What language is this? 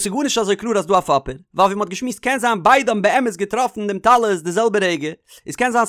Yiddish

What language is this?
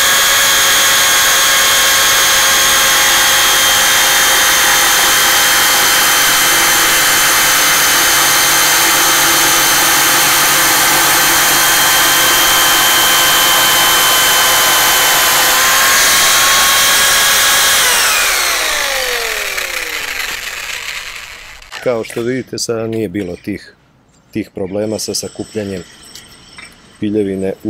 Serbian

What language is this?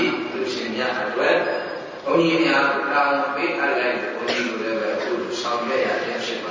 Burmese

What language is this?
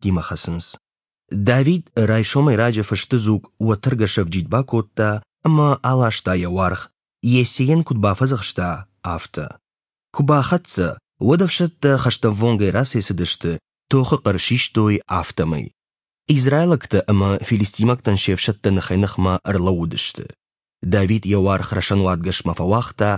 Ossetic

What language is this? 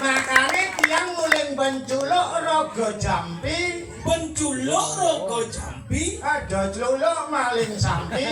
Balinese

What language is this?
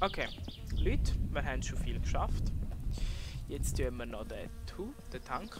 Swiss German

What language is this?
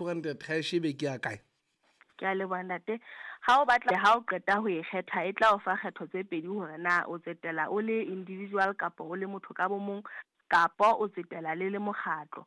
Southern Sotho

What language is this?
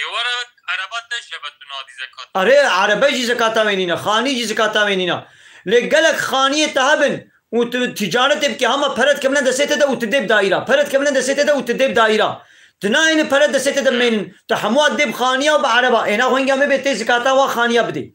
Kurdish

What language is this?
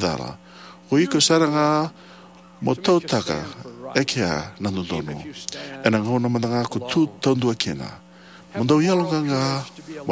Fijian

